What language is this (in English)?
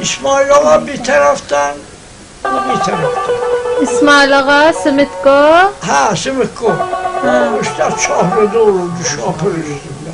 South Azerbaijani